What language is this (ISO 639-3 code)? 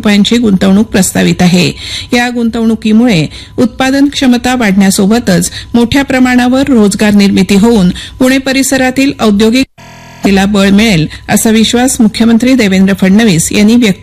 mar